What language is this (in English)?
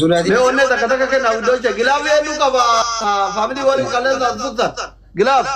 Oromo